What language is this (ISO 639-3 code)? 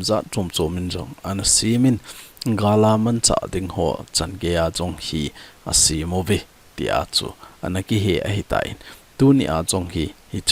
tcz